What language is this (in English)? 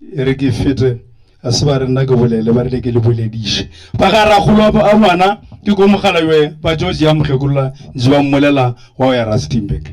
Northern Sotho